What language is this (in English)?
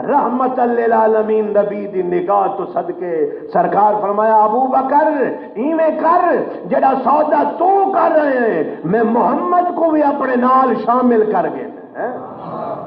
Saraiki